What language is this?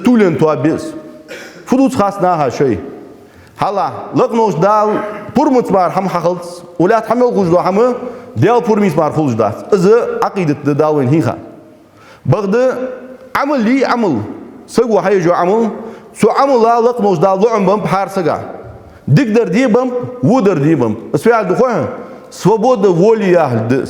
Ingush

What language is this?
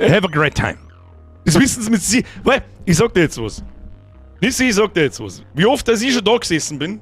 Bavarian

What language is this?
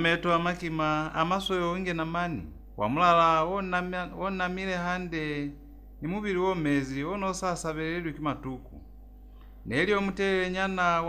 Lozi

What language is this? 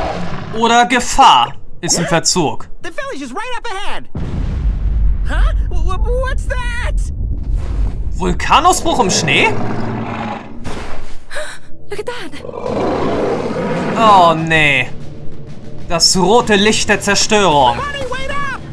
German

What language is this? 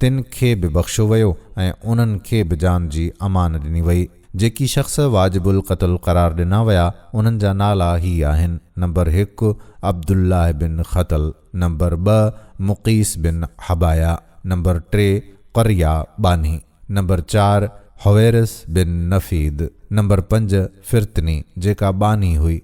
Sindhi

